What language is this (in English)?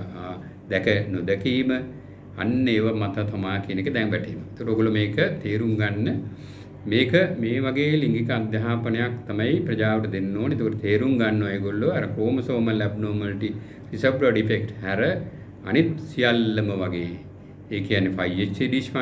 Sinhala